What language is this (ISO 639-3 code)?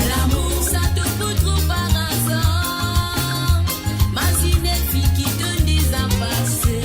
mfe